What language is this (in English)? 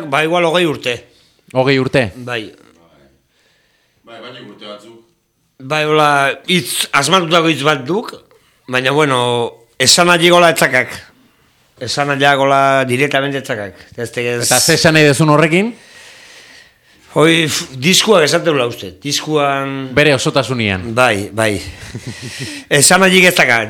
Basque